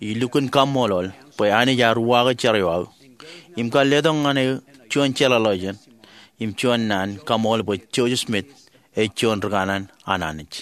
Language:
Marshallese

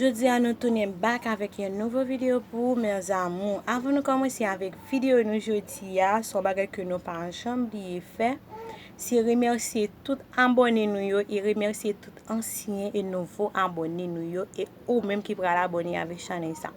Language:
Haitian Creole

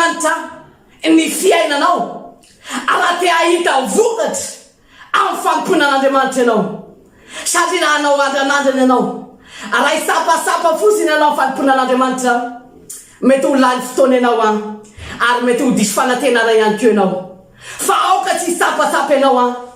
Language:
Malagasy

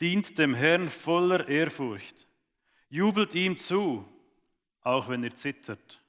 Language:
Swiss German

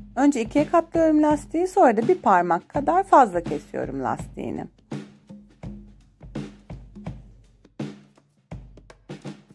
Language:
Turkish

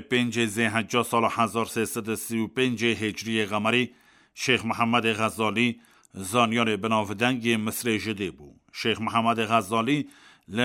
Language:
Kurdish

